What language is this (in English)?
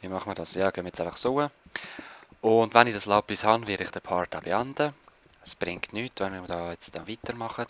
Swiss German